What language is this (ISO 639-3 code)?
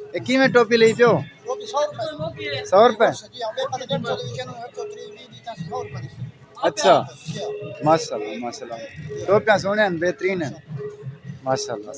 skr